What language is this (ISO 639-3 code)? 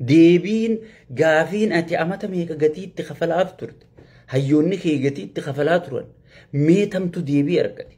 orm